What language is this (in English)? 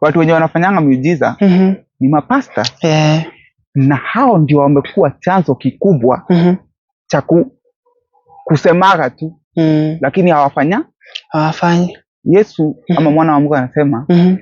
Swahili